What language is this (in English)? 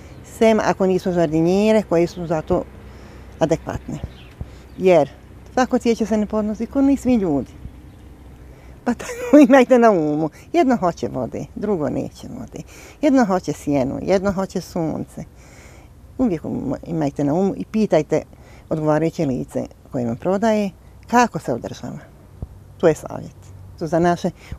Bosnian